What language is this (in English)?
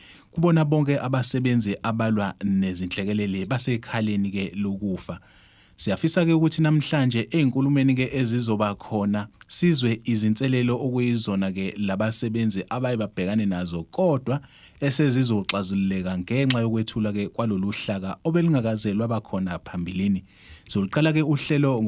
Zulu